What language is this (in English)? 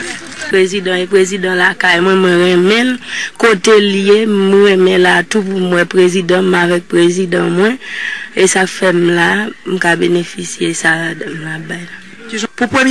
Haitian Creole